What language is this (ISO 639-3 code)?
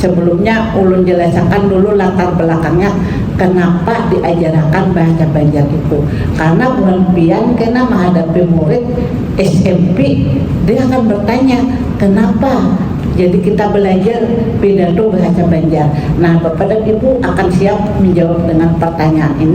bjn